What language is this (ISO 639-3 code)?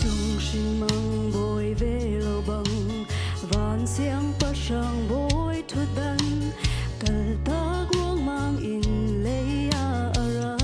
cnh